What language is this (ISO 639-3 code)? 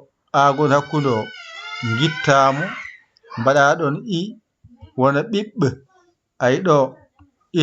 ful